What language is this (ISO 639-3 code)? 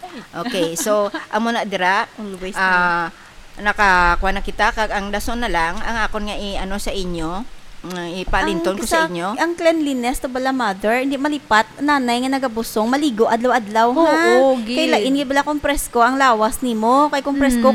hil